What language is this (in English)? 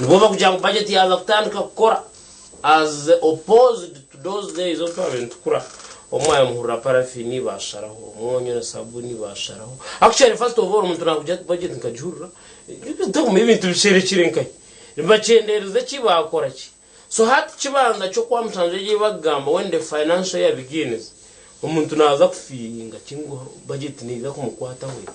Nyankole